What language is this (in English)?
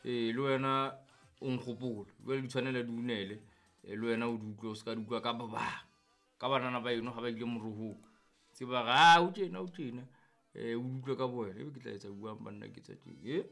Southern Sotho